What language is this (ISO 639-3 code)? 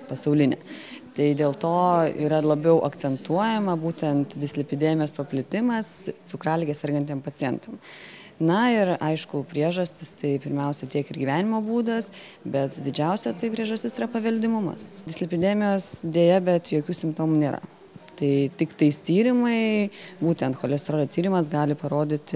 lit